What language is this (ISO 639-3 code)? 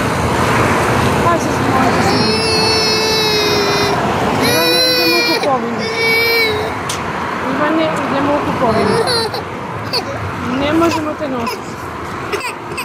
hrv